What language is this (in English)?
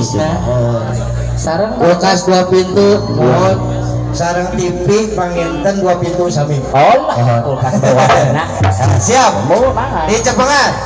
Sundanese